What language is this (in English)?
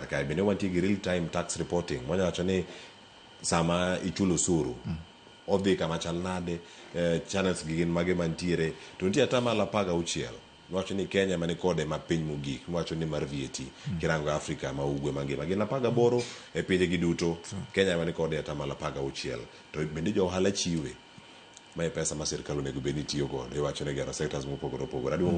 Luo (Kenya and Tanzania)